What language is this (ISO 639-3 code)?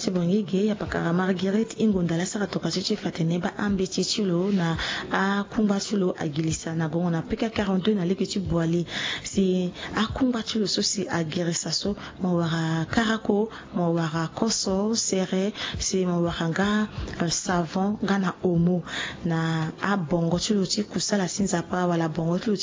sag